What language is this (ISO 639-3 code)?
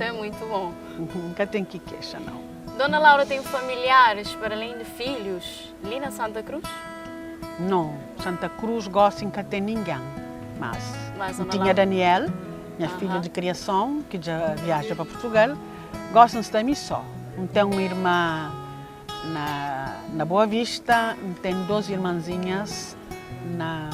kea